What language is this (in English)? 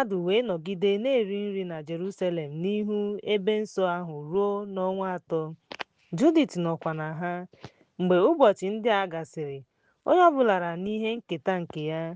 Igbo